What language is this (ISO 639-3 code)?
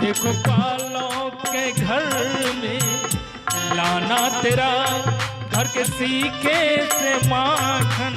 mai